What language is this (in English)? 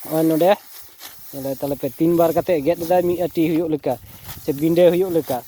Santali